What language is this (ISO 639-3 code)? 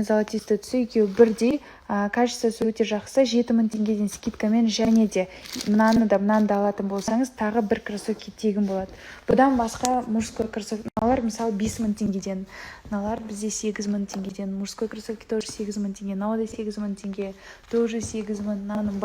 kaz